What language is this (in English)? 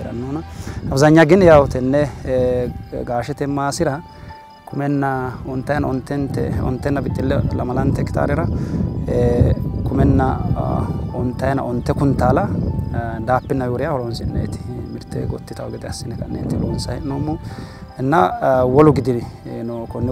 Sidamo